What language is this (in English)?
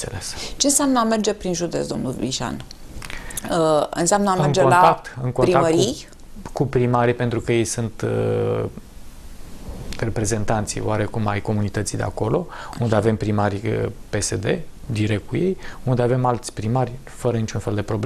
Romanian